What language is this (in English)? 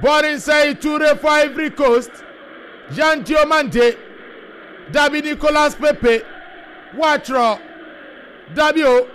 Akan